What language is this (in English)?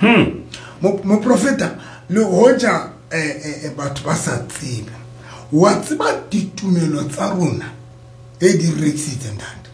Southern Sotho